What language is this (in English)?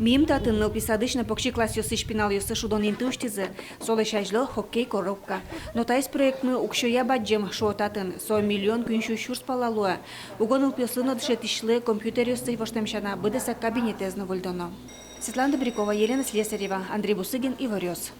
Udmurt